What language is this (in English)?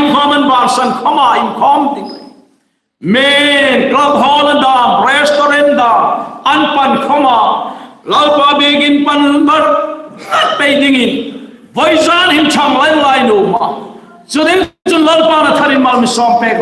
Hmar